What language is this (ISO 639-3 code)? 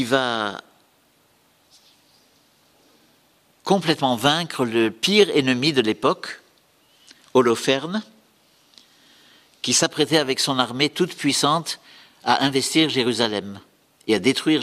fra